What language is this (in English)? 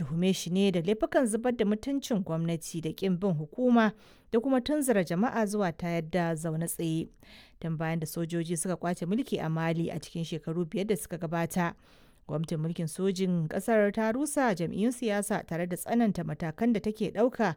Hausa